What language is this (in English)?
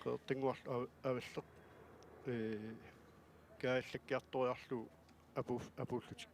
Kalaallisut